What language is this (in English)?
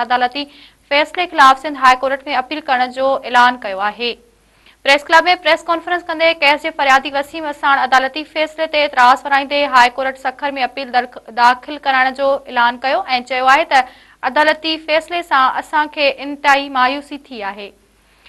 Sindhi